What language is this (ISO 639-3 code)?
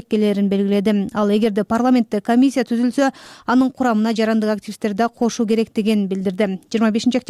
kir